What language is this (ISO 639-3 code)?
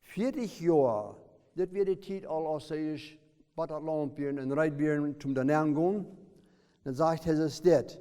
pdt